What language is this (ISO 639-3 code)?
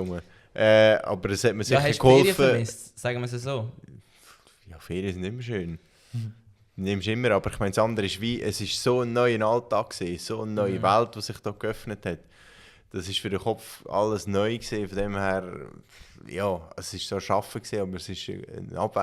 gsw